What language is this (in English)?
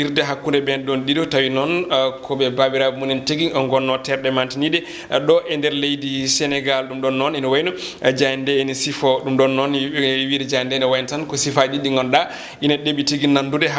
Fula